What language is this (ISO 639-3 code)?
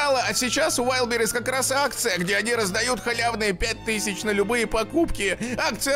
rus